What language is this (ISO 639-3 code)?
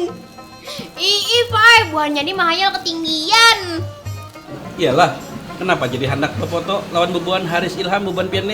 bjn